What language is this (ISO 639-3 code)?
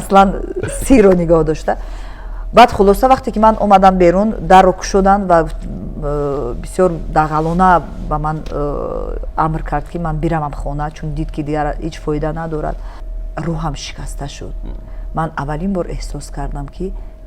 tgk